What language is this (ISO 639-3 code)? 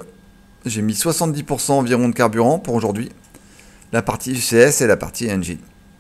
fra